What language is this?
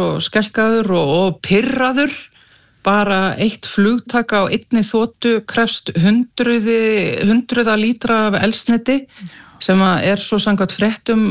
Icelandic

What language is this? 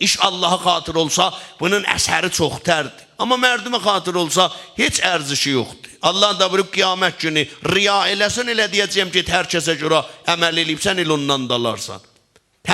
South Azerbaijani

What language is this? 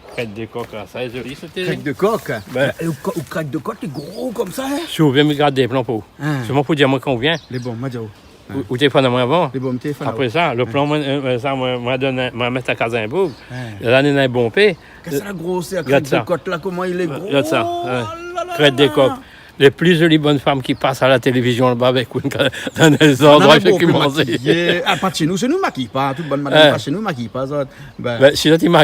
Réunion Creole French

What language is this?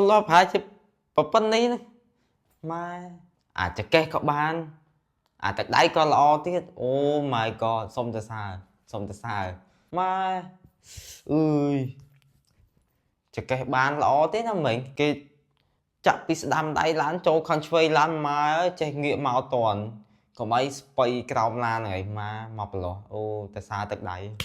Khmer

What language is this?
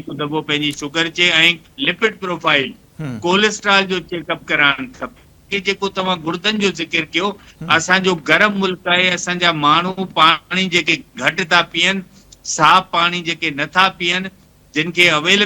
Sindhi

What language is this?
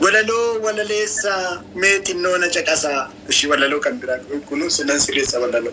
Oromo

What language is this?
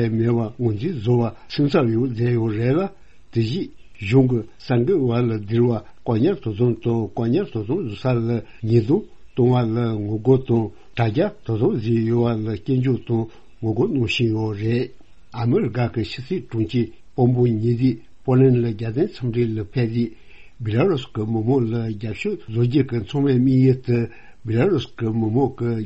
Tibetan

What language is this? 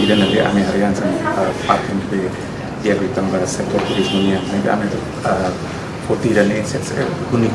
Tetum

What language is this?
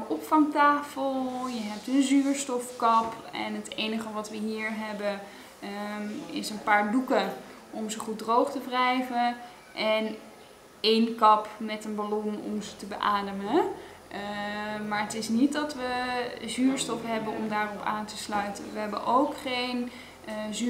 Dutch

